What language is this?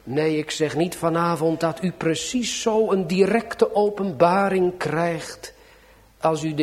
Dutch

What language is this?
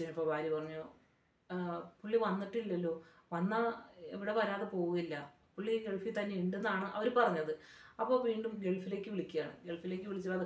Malayalam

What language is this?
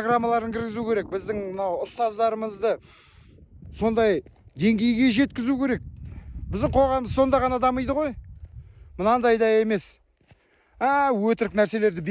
Kazakh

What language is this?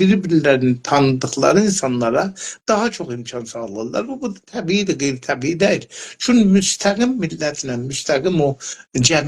South Azerbaijani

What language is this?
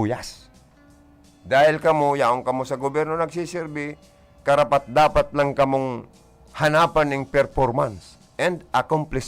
Bikol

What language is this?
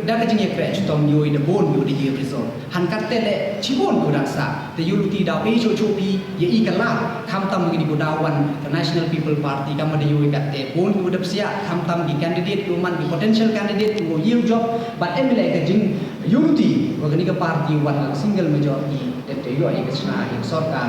Pnar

